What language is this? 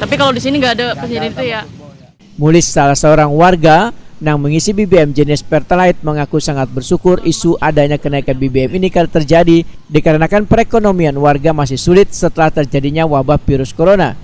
Banjar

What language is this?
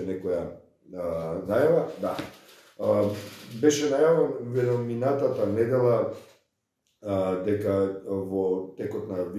Macedonian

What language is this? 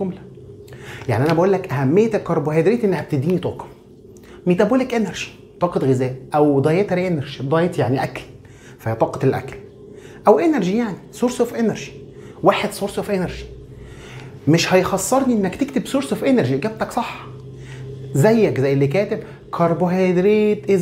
Egyptian Arabic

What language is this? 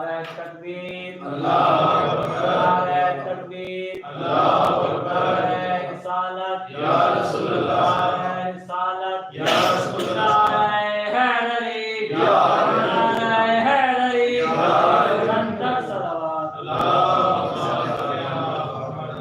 Saraiki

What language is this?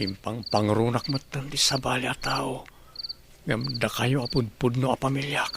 Iloko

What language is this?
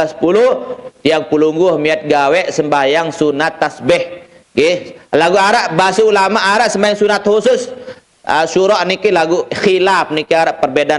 Sasak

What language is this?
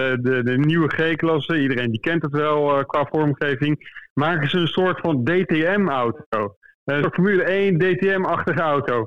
Dutch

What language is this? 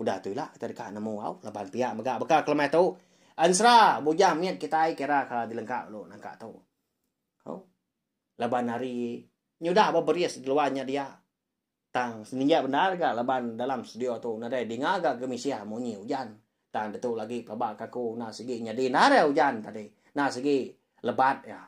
Iban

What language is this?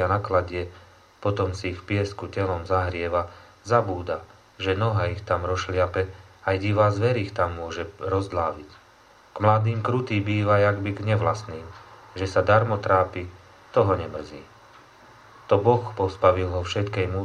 Slovak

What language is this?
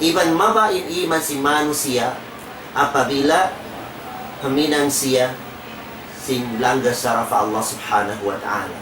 Tausug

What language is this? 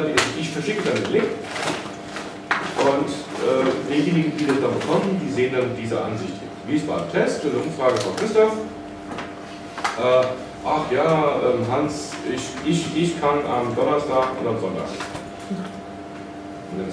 German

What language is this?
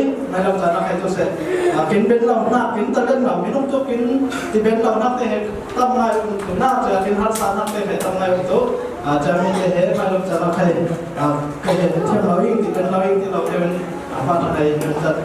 Falam Chin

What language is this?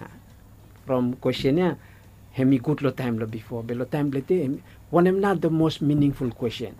Bislama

